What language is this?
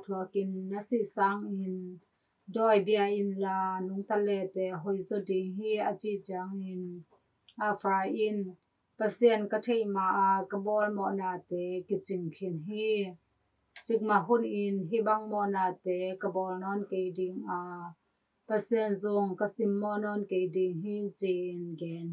Tedim Chin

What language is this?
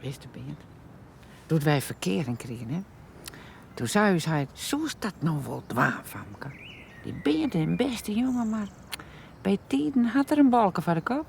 Western Frisian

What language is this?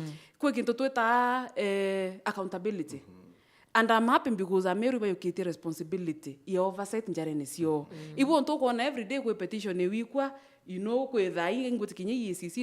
Meru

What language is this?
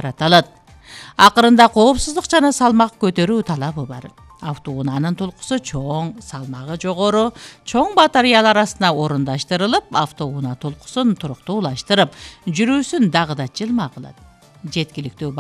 Kyrgyz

